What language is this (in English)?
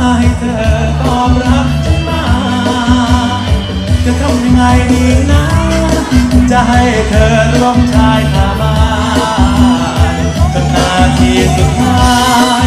Thai